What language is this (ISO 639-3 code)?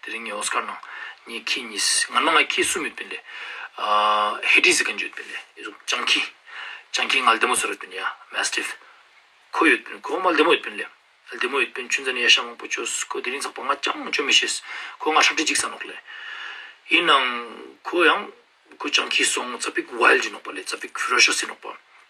lbj